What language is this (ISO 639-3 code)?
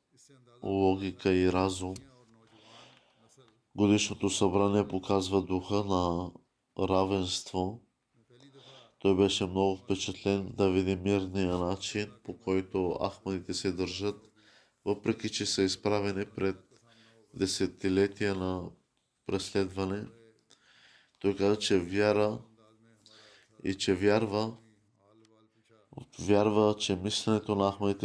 bul